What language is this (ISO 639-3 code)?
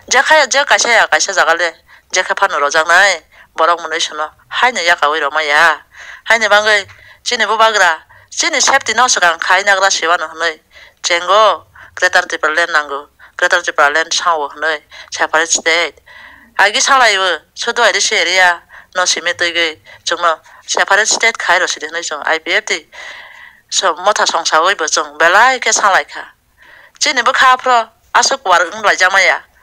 trp